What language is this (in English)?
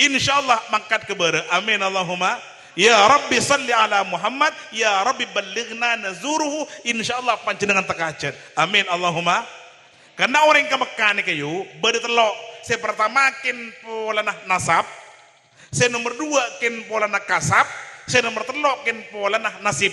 Madurese